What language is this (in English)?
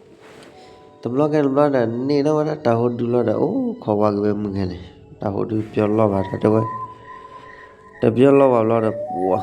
S'gaw Karen